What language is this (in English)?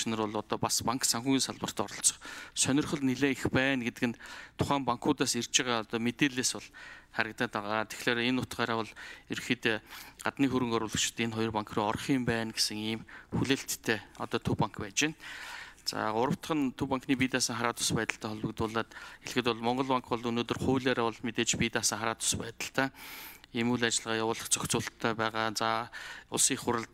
Mongolian